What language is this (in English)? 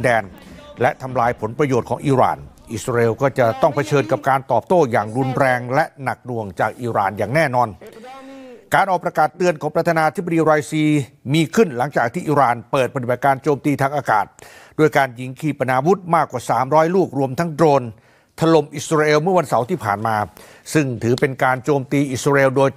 Thai